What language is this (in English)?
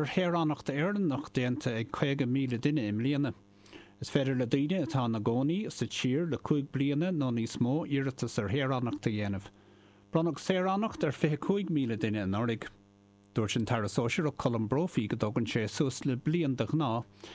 Irish